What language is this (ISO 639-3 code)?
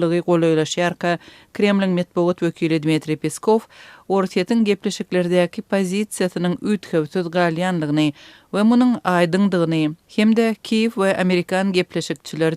tuk